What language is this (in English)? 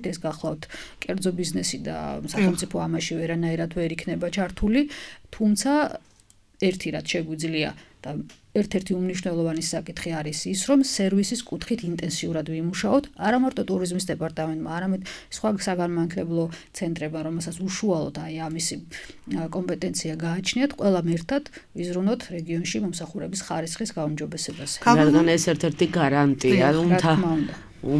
Georgian